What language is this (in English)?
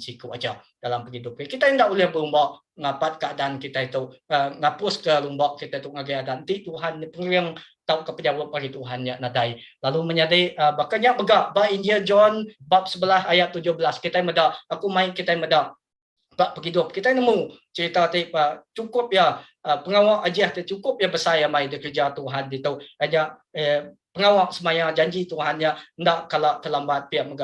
Iban